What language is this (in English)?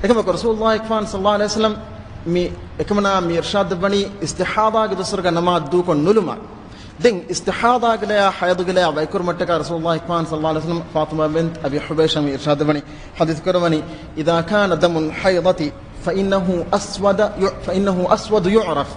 Divehi